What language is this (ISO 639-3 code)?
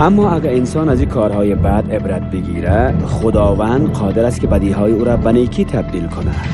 fas